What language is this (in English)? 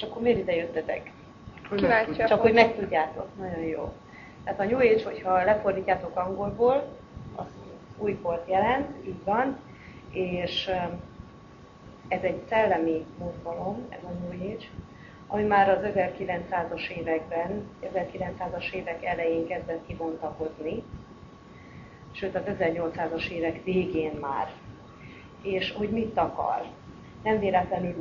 Hungarian